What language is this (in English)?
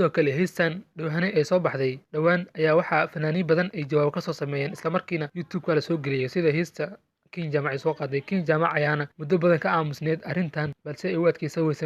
Somali